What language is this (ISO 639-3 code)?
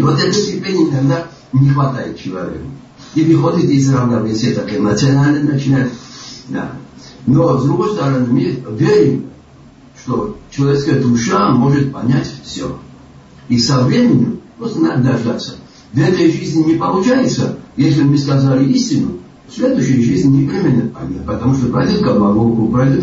rus